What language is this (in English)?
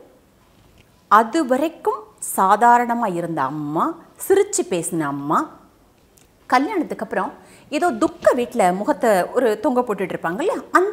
Tamil